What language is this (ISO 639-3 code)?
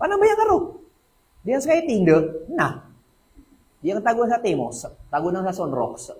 mrw